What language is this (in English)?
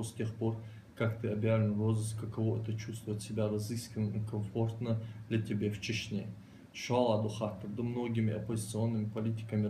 Ingush